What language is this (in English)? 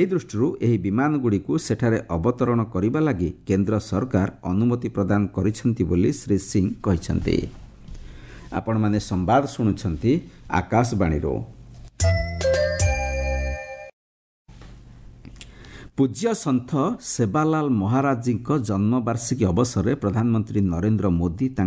Odia